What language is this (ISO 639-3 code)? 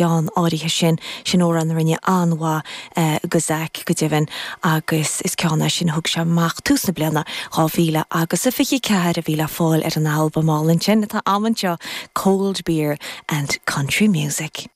gle